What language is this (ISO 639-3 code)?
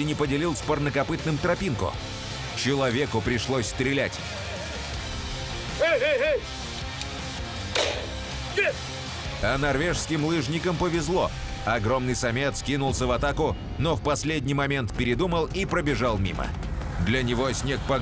rus